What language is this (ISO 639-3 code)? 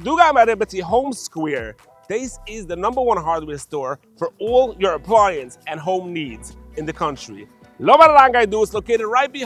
yid